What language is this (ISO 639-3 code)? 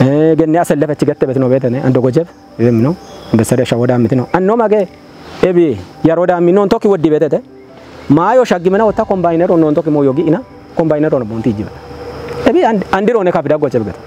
kbr